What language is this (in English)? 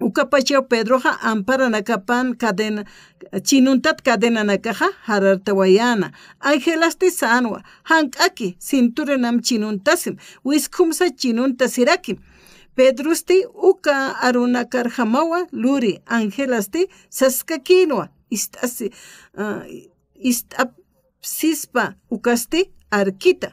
Aymara